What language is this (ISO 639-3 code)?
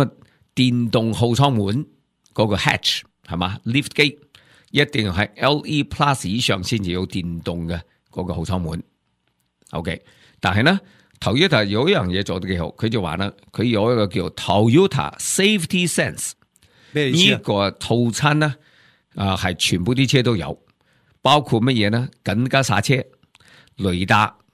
yue